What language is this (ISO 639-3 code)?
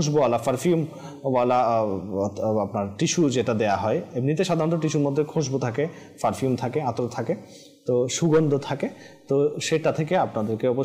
ben